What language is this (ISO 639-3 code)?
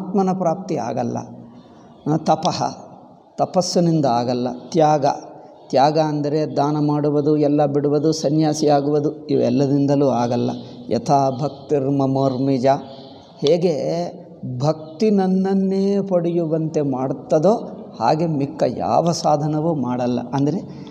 kan